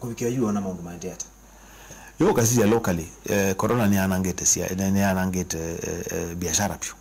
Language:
Kamba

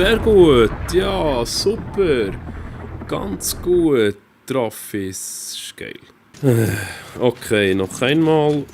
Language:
Swiss German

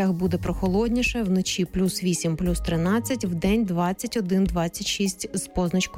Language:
Ukrainian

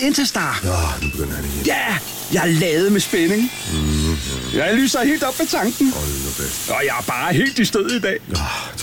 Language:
Danish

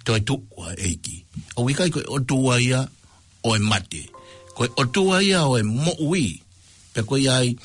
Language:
Tongan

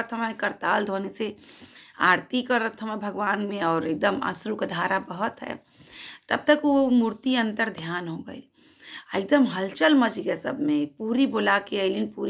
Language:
Bhojpuri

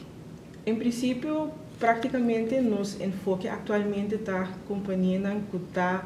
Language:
Papiamento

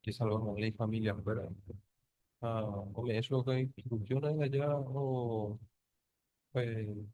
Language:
Guarani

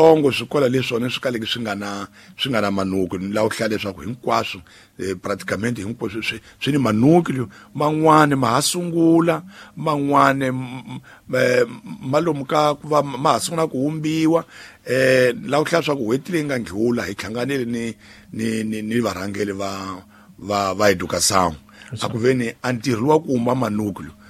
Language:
Tsonga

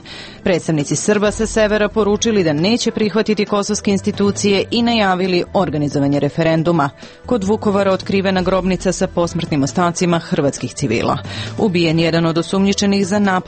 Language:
Serbian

